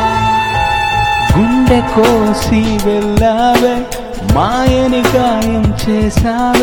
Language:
Telugu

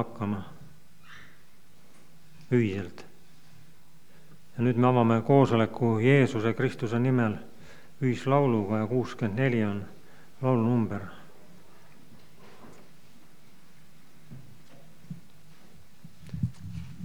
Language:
Estonian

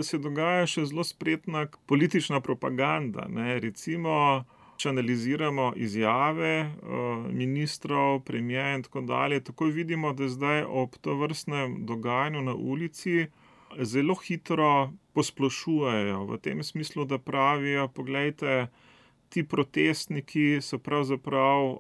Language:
Slovenian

